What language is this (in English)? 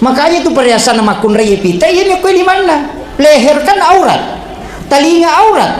Buginese